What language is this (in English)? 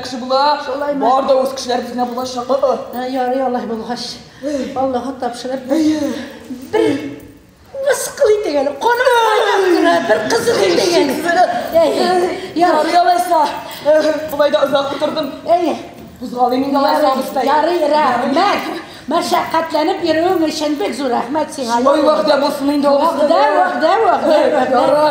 Tatar